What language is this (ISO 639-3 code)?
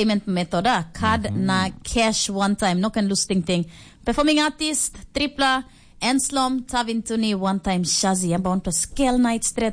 tpi